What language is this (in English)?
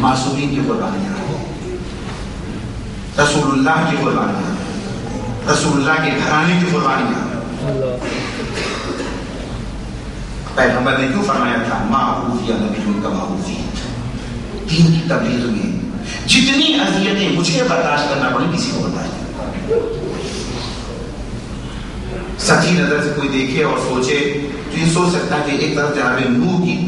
Urdu